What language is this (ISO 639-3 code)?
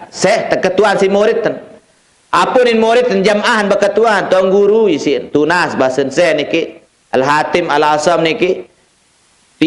sas